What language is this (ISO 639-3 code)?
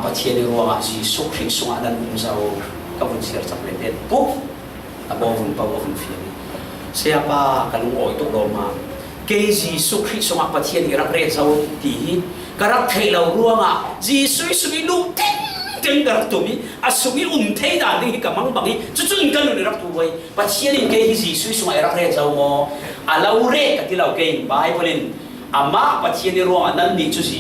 cfm